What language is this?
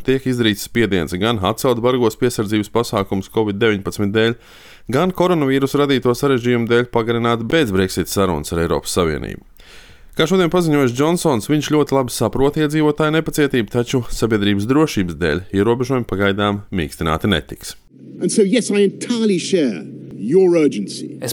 Latvian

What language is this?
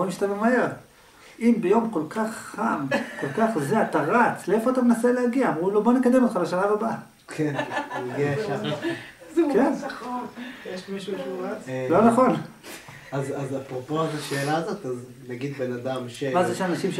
Hebrew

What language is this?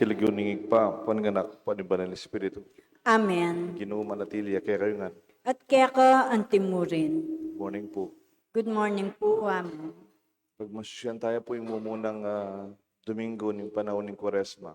Pampanga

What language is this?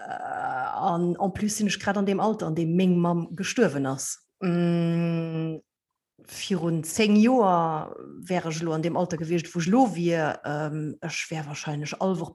Luxembourgish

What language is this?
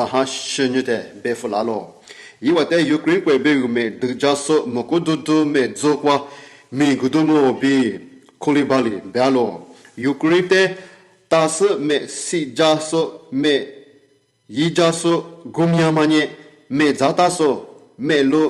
Lisu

